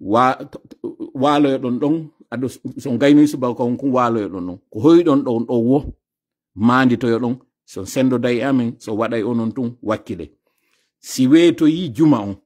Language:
Fula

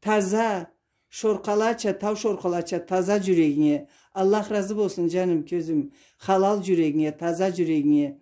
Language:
Karachay-Balkar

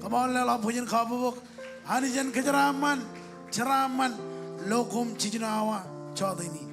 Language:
Marshallese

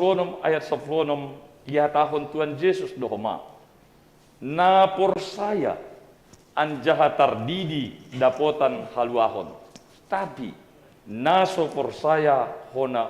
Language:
Batak Simalungun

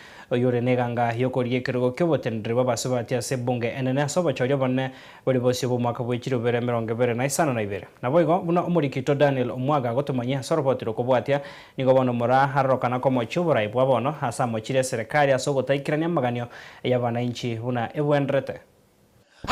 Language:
Gusii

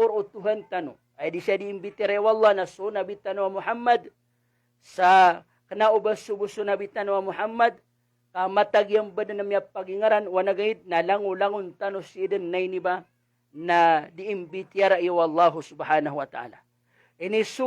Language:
Maranao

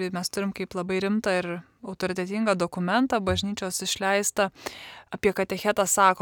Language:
Lithuanian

